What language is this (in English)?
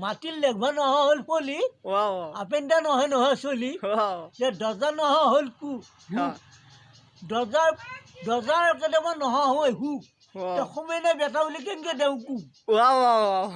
Assamese